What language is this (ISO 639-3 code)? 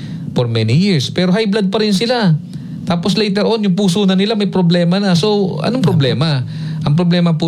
fil